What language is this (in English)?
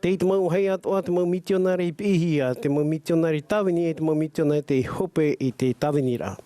Tahitian